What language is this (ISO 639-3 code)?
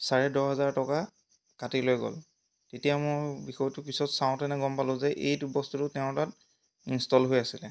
asm